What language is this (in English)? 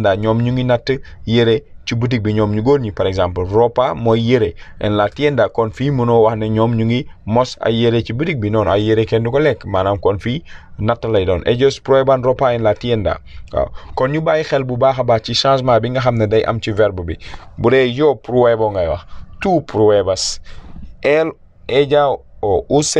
Wolof